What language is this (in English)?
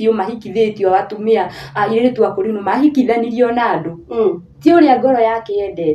Kikuyu